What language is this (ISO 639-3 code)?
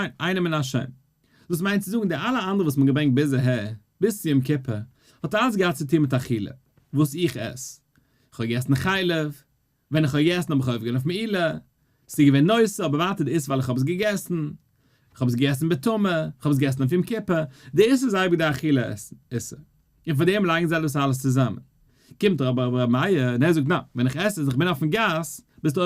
yid